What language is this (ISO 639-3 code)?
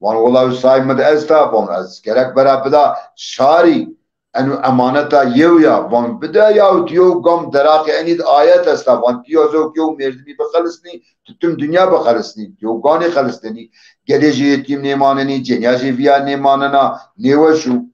zza